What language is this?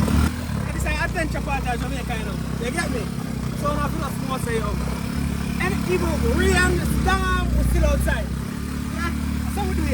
Jamaican Creole English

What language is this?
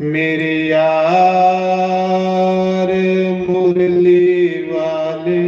Dogri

